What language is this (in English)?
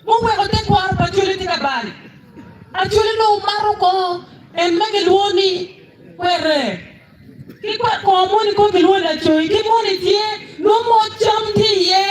Acoli